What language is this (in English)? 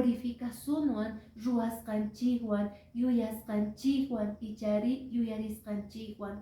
Quechua